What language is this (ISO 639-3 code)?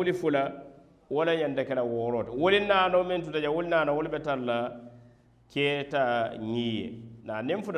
man